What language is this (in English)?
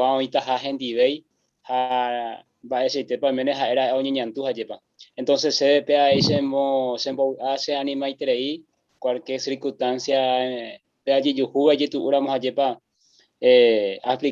Guarani